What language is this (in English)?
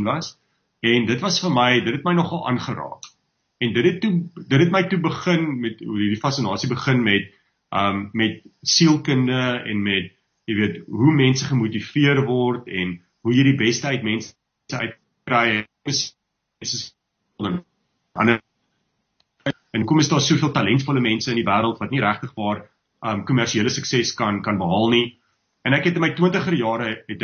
Afrikaans